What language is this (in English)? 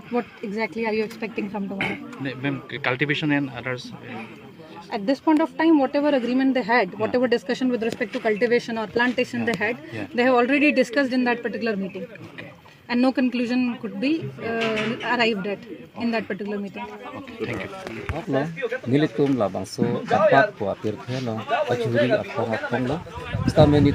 Karbi